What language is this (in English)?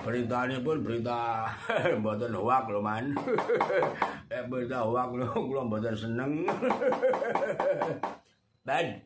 Javanese